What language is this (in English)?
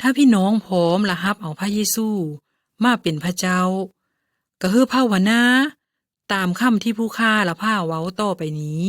Lao